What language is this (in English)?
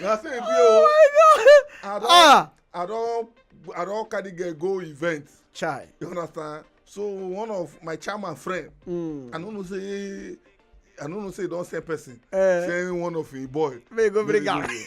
Nigerian Pidgin